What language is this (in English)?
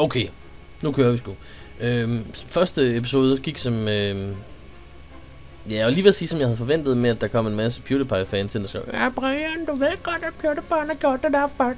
Danish